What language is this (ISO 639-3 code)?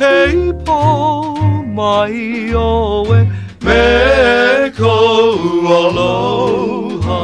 haw